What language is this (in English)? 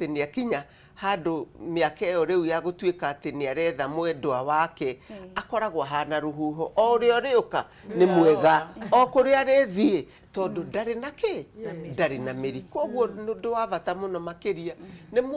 Kikuyu